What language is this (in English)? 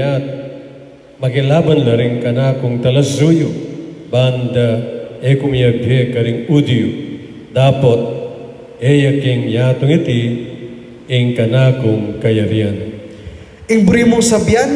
Pampanga